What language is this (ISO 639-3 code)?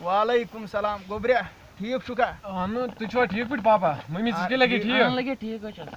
kas